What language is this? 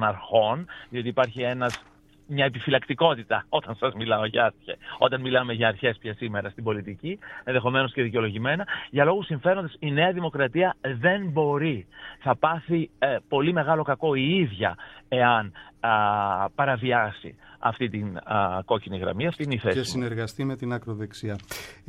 Greek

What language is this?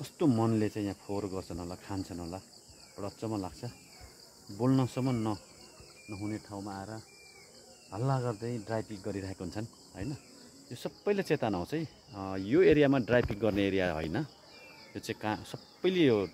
Nepali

